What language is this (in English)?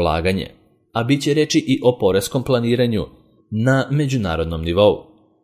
Serbian